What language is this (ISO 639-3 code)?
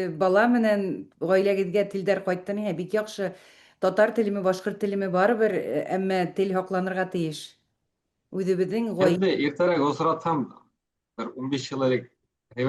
bak